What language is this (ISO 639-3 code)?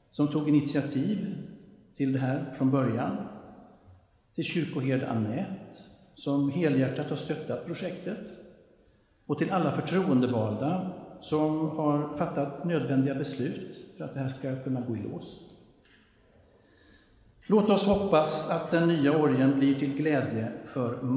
swe